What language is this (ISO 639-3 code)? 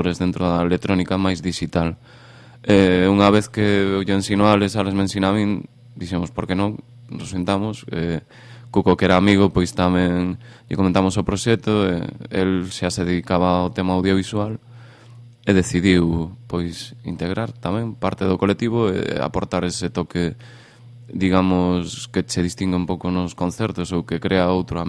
glg